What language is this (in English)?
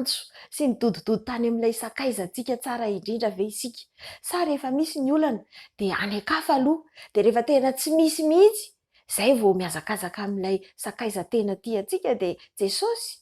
Malagasy